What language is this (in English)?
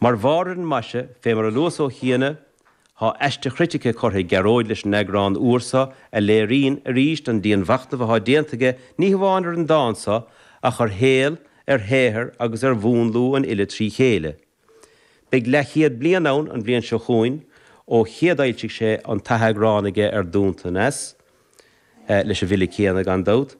Irish